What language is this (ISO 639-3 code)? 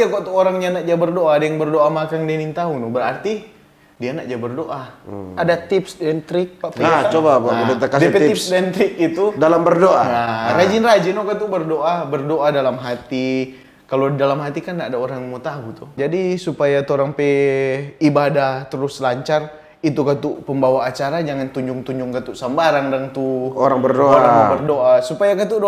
xmm